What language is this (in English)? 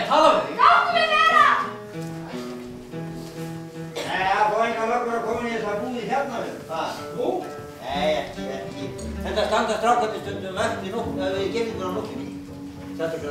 Icelandic